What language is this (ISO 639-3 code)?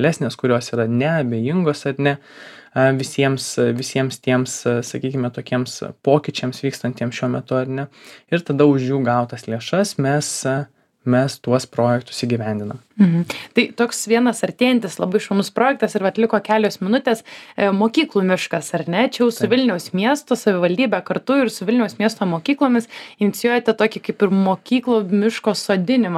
lit